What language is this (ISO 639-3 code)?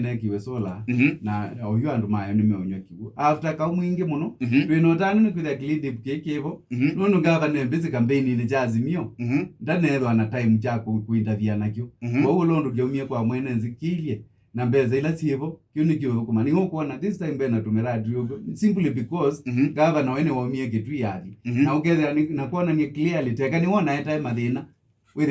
kam